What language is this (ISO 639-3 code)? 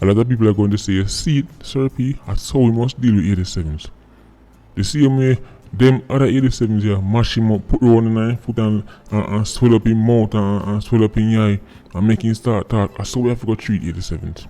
jam